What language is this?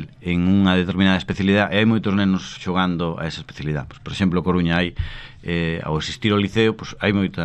Galician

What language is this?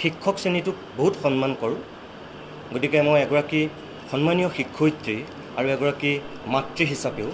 Assamese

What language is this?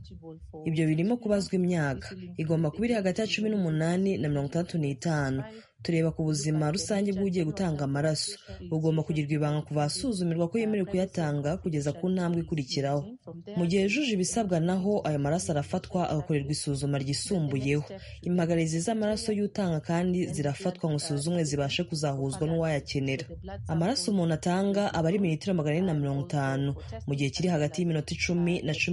Kinyarwanda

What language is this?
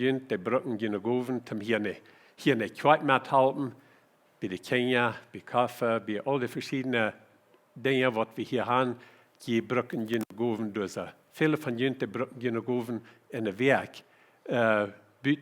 Plautdietsch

